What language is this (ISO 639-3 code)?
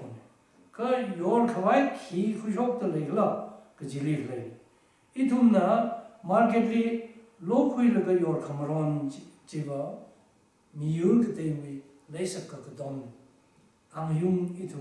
nmf